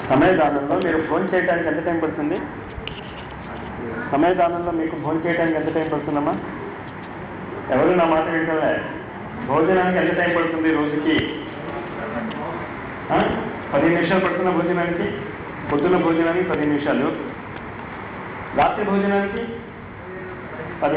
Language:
Telugu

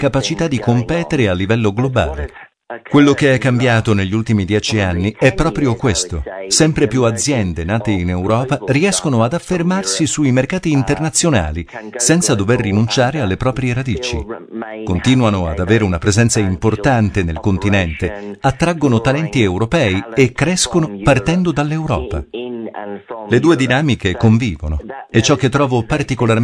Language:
Italian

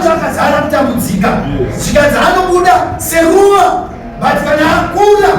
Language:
Shona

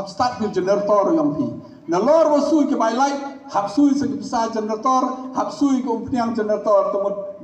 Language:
Khasi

